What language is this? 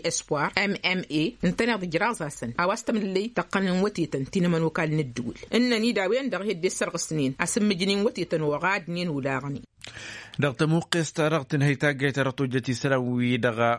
Tamasheq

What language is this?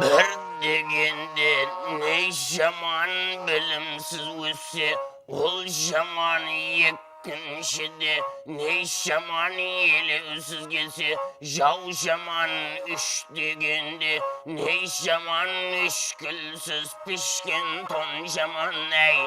Kara-Kalpak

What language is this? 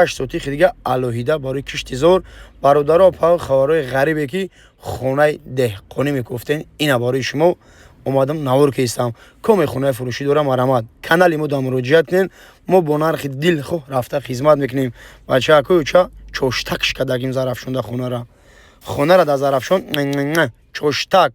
Tajik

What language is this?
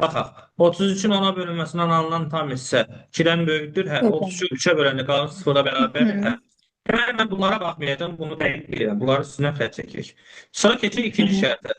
Azerbaijani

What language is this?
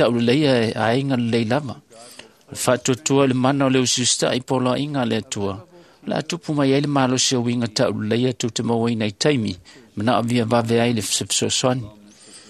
Samoan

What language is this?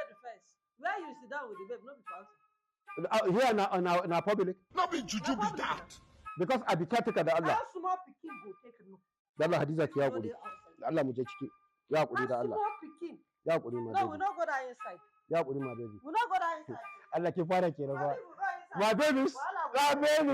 Nigerian Pidgin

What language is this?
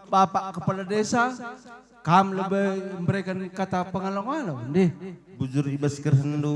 Batak Karo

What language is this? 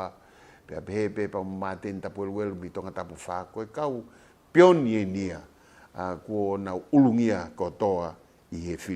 Tongan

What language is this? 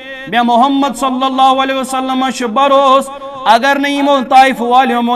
Kashmiri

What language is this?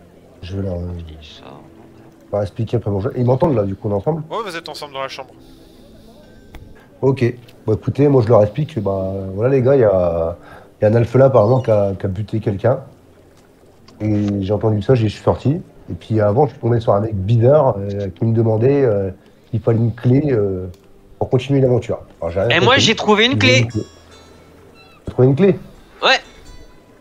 French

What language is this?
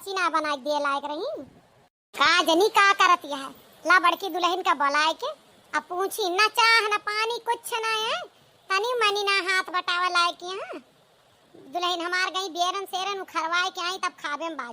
Awadhi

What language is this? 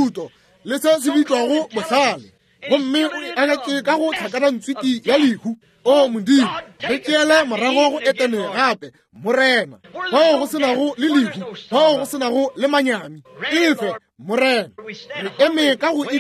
Northern Sotho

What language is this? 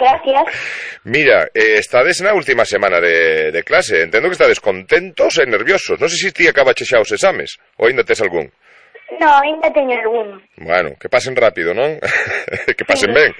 Galician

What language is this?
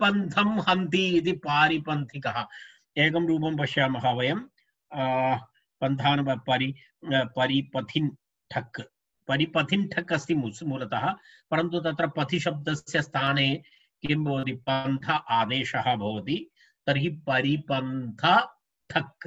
Sanskrit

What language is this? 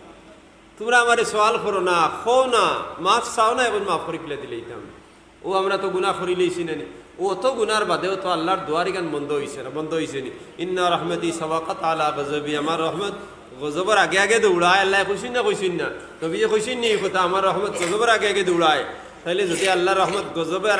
Sylheti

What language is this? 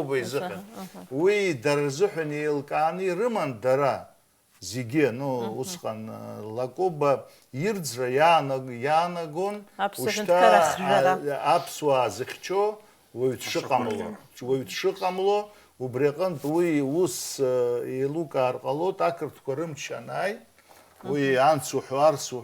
Abkhazian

